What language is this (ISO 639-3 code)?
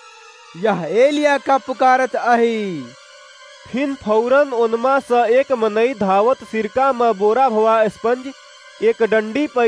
awa